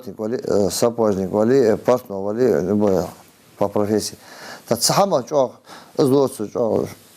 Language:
Ingush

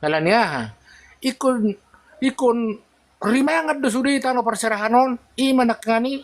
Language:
Batak Toba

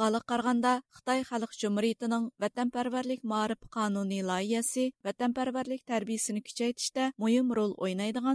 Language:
Uyghur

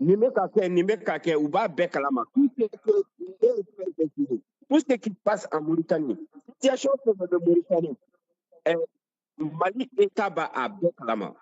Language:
Bambara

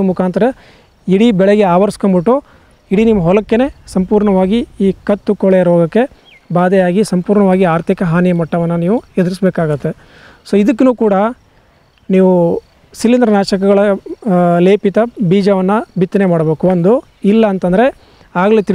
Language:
Kannada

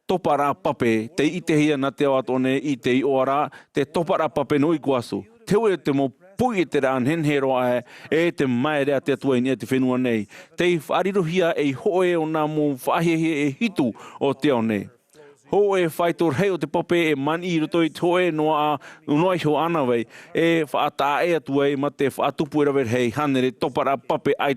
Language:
Tahitian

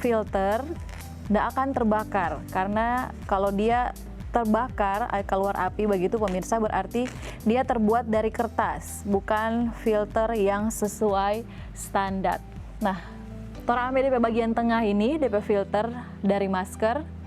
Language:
Manado Malay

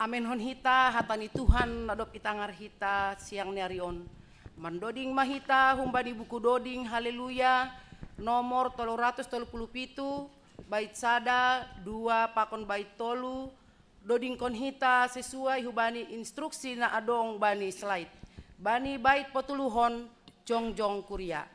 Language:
Batak Simalungun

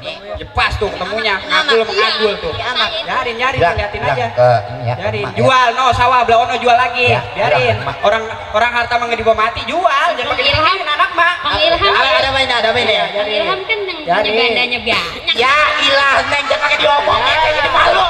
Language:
Betawi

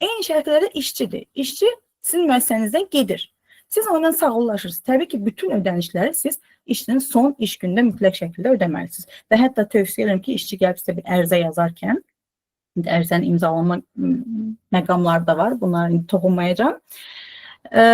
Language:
Azerbaijani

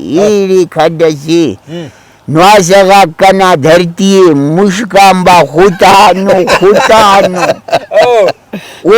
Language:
Brahui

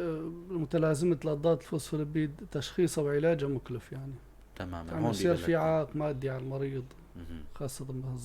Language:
North Levantine Arabic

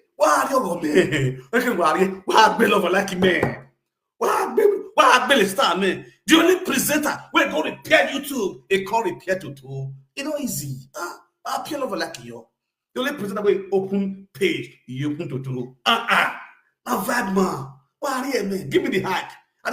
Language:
Nigerian Pidgin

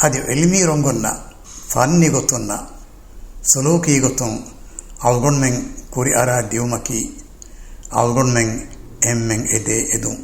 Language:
Divehi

